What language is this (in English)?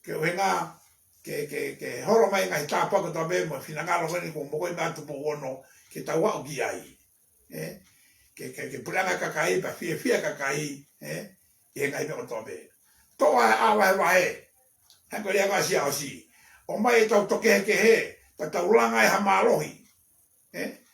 Tongan